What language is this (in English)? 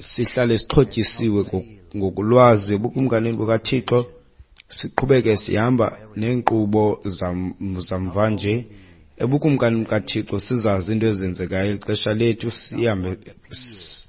Xhosa